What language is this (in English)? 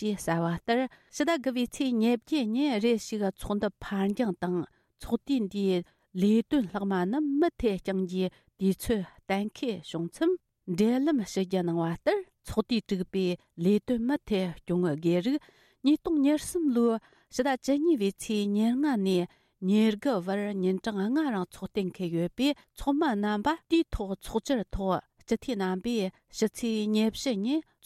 Tibetan